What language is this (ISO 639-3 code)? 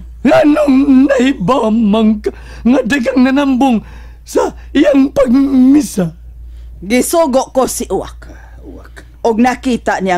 ceb